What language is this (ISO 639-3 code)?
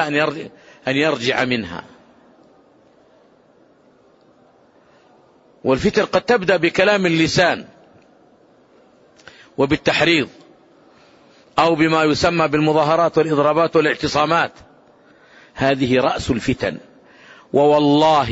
ara